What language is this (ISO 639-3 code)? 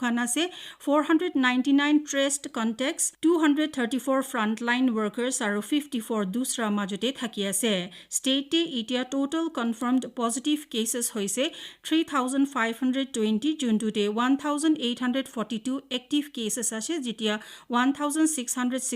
nag